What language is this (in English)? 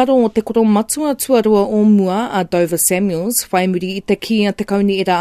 Māori